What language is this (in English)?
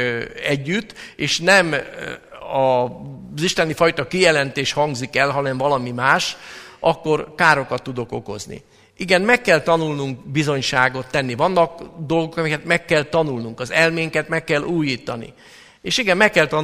Hungarian